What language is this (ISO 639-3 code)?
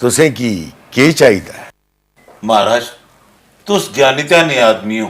doi